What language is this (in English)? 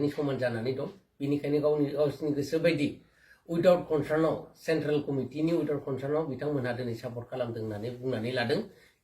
Bodo